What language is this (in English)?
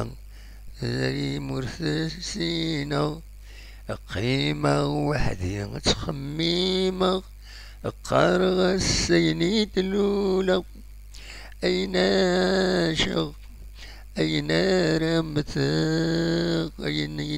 Kabyle